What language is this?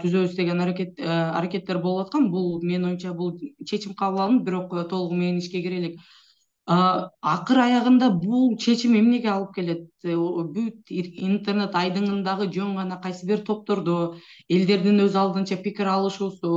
Kyrgyz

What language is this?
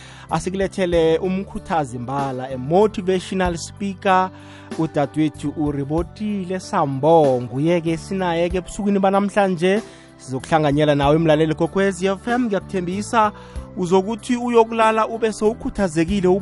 South Ndebele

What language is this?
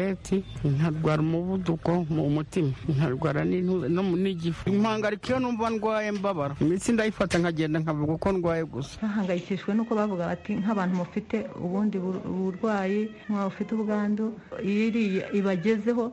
Kinyarwanda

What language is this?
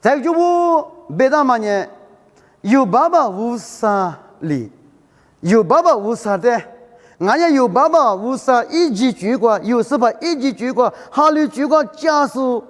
Lisu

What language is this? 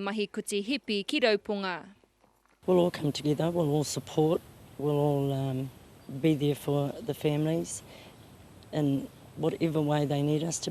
Māori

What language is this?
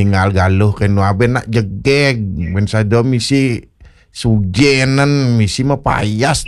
Balinese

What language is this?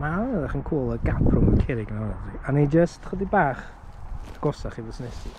Welsh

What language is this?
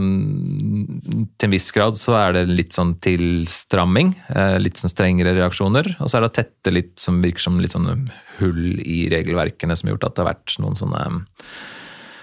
Norwegian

